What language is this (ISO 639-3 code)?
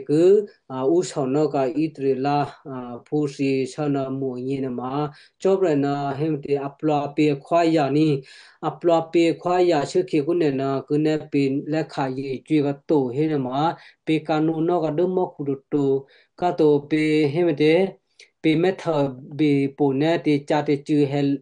kyu